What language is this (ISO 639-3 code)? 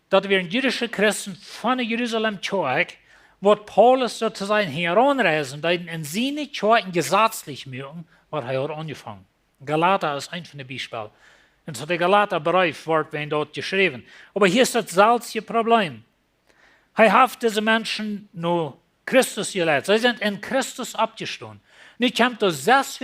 pdt